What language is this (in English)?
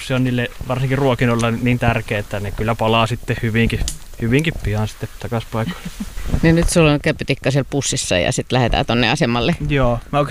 Finnish